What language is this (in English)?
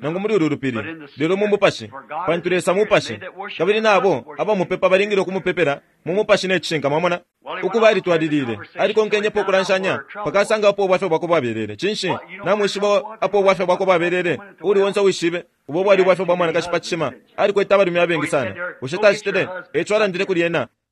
Bemba